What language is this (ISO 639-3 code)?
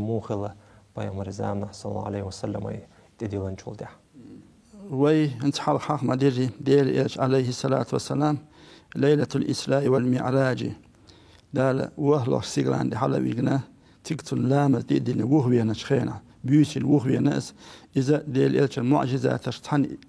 che